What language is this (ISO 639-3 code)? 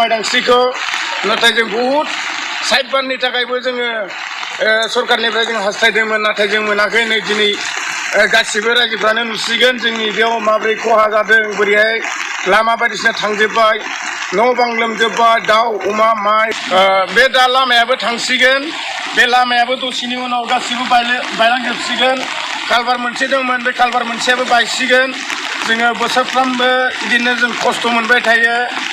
brx